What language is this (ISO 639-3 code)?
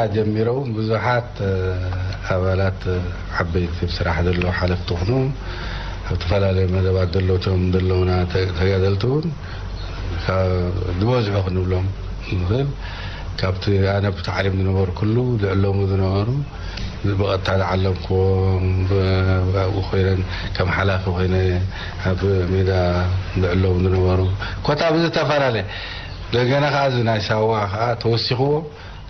tir